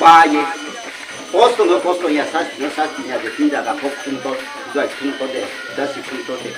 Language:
Riang (India)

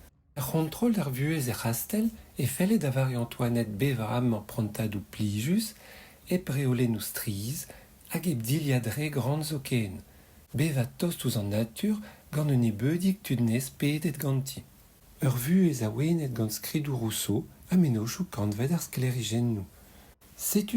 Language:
Breton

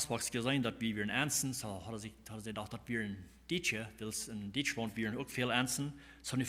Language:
Plautdietsch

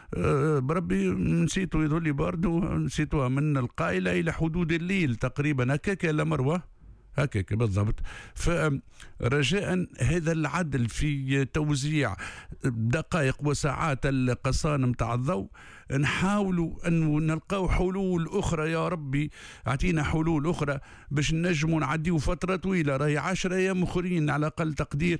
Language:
Tunisian Arabic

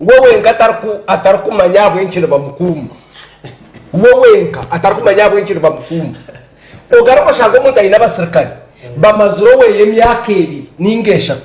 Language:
Nyankole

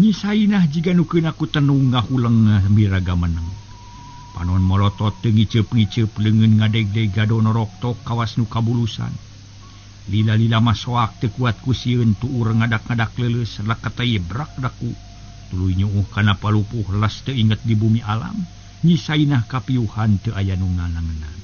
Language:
Sundanese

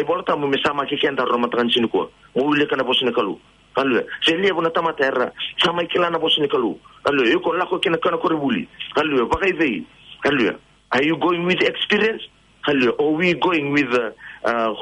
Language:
Fijian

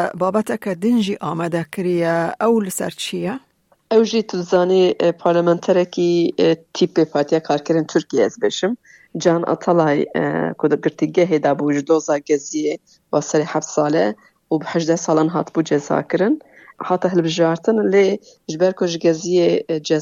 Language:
Kurdish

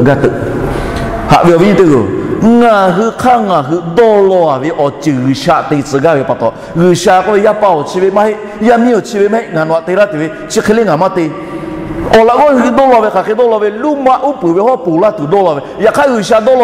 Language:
Lahu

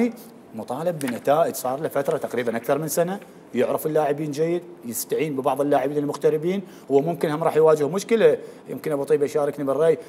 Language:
Mesopotamian Arabic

